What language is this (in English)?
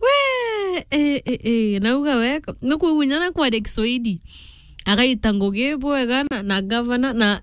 Meru